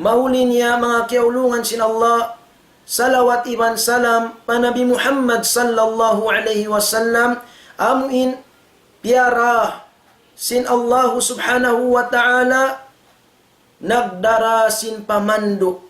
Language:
Tausug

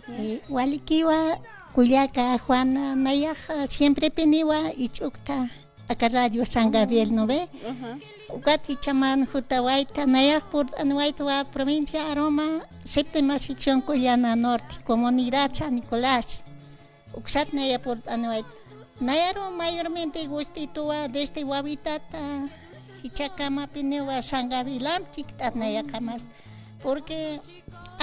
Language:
Aymara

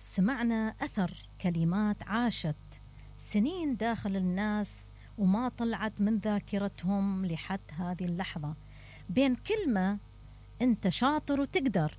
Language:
Mesopotamian Arabic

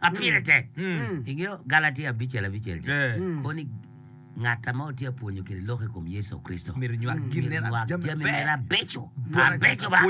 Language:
Acoli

